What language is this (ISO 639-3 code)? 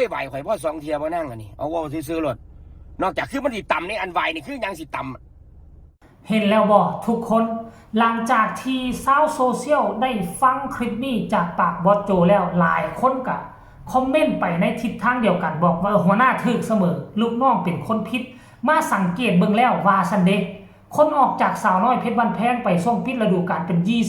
tts